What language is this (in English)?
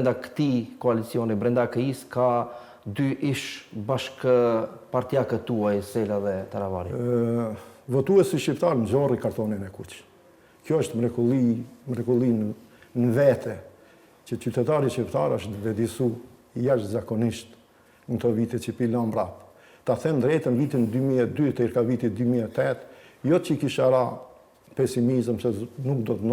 Albanian